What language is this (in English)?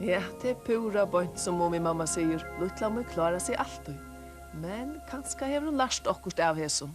Faroese